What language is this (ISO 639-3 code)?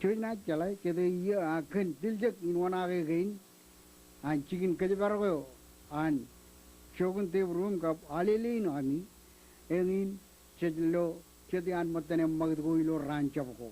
mah